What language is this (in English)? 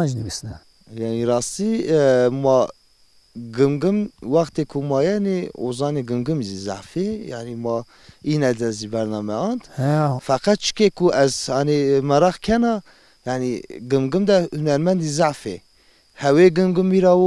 Zaza